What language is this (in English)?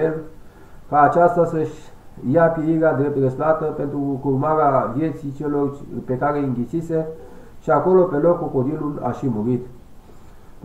Romanian